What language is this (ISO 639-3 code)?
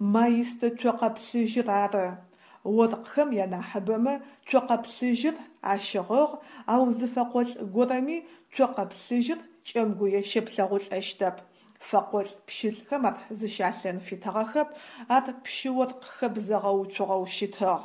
ady